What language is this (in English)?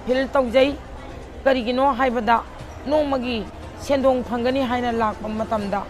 Manipuri